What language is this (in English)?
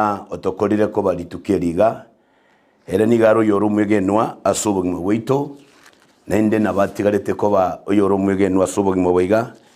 Gusii